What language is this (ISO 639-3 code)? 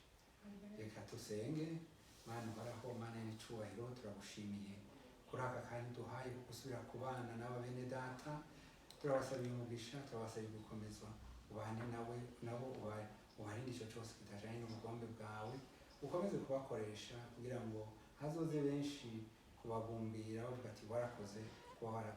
run